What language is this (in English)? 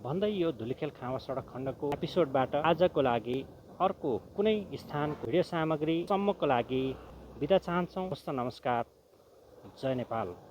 Nepali